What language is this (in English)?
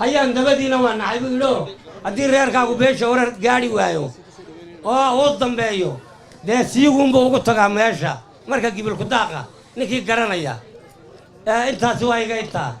Somali